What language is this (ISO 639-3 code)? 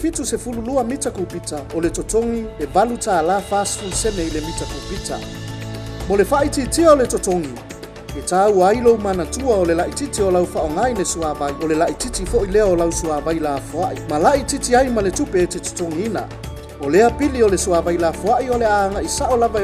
smo